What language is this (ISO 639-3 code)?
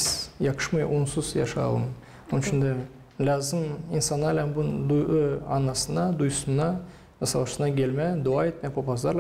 gag